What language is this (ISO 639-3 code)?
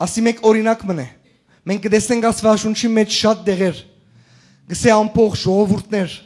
hyw